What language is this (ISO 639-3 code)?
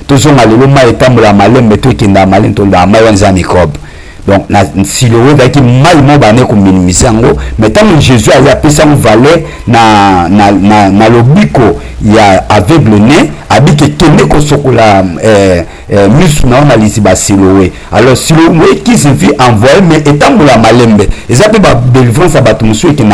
lin